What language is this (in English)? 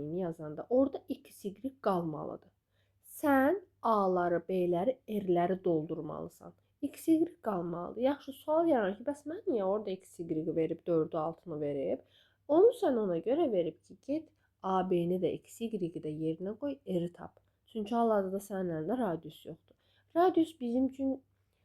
Azerbaijani